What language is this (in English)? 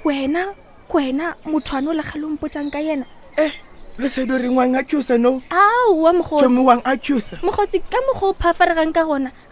Northern Sotho